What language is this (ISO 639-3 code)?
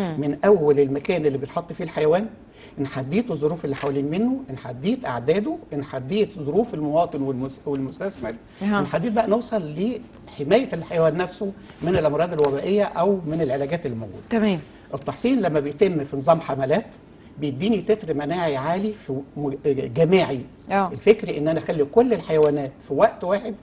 arz